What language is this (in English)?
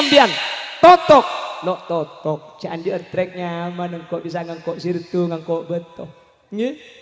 Madurese